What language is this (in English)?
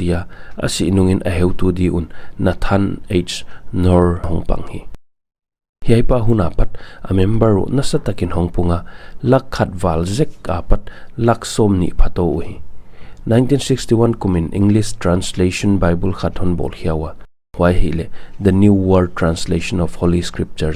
Paite Chin